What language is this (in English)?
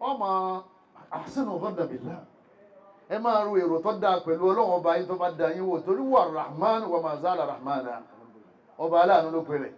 Yoruba